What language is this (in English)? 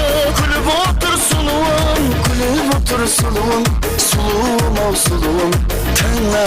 Kara-Kalpak